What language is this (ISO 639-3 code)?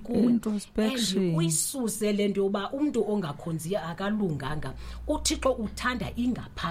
xho